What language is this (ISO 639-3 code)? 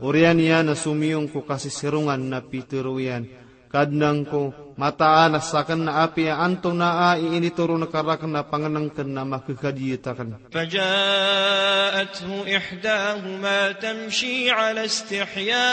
mrw